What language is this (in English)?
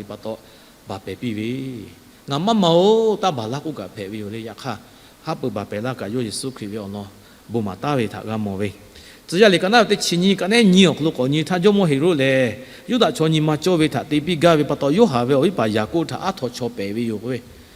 Lahu